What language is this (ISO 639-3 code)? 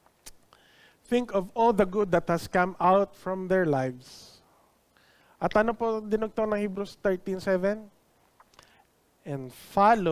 fil